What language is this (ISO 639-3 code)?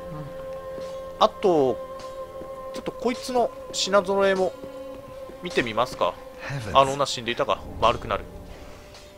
jpn